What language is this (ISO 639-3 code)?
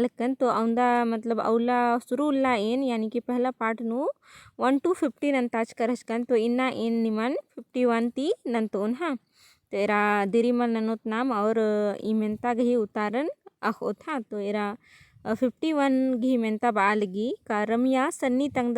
kru